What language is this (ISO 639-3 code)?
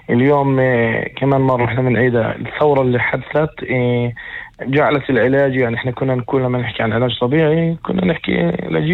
apc